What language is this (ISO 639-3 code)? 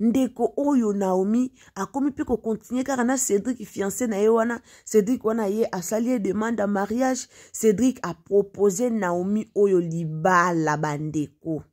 lin